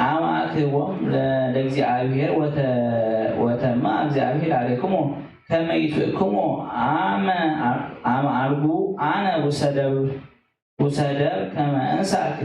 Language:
Geez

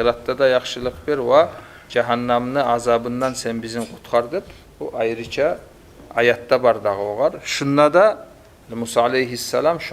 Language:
Kumyk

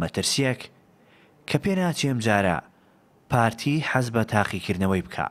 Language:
Central Kurdish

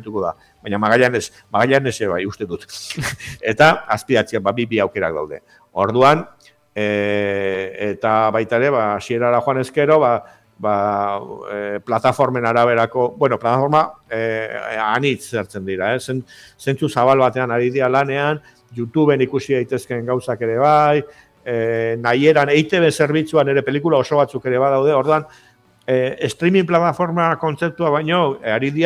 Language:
Basque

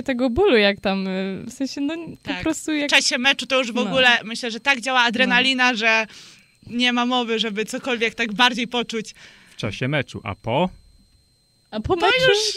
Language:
Polish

